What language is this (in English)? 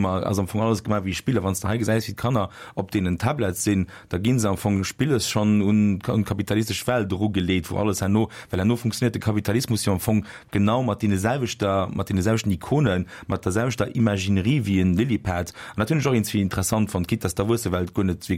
Luxembourgish